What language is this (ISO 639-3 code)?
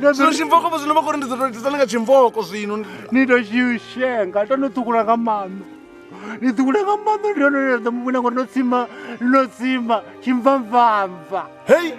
ven